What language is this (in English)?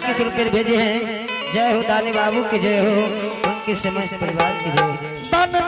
Angika